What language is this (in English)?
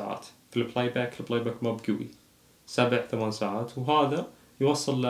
Najdi Arabic